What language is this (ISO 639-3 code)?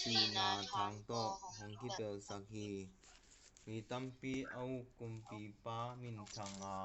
ctd